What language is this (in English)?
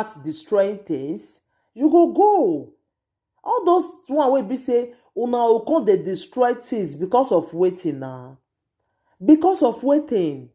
Nigerian Pidgin